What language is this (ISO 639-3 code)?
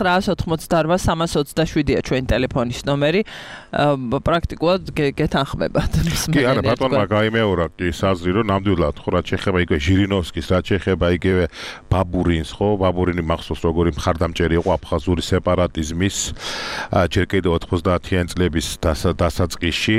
kat